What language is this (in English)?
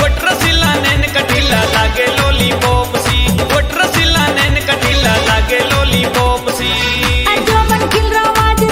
Bhojpuri